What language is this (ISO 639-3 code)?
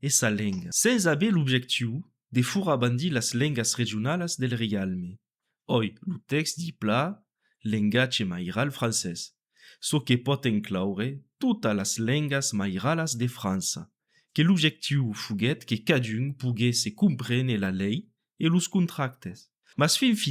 oci